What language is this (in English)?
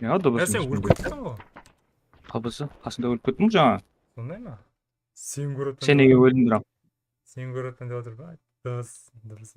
Kara-Kalpak